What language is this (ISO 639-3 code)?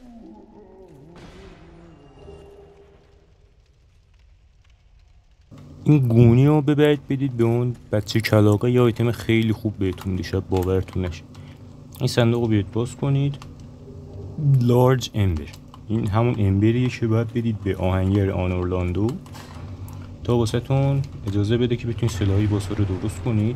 fas